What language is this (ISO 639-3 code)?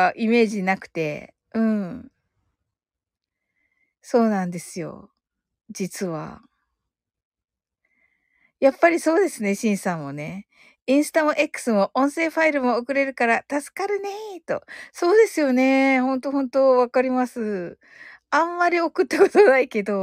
jpn